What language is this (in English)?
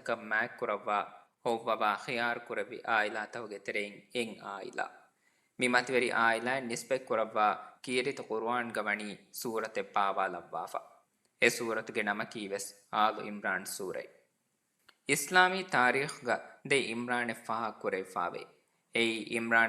Divehi